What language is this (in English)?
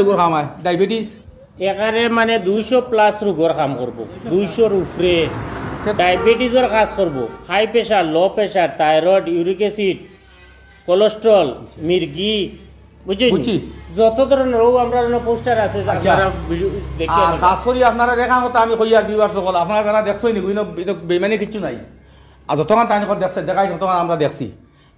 Sylheti